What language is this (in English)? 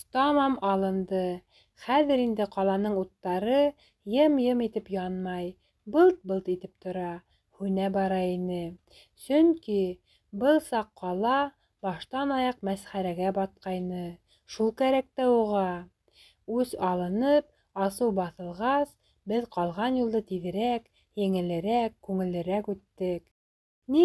Bashkir